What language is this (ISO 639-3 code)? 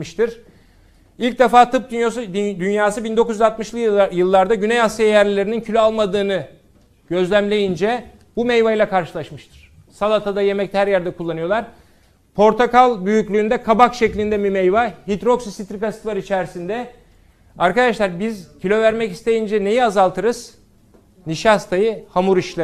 tur